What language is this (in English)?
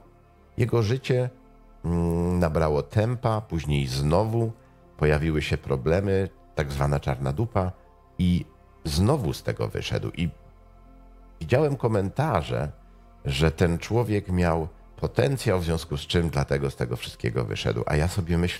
Polish